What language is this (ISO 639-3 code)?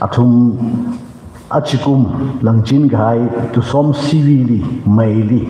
nmf